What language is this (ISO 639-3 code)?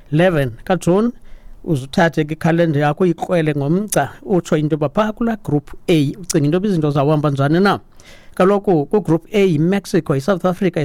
xho